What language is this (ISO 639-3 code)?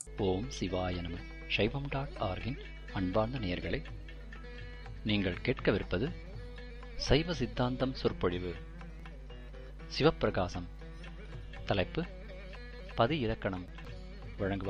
tam